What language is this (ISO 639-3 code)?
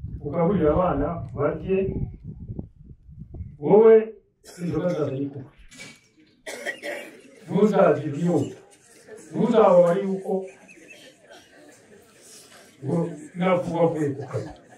kin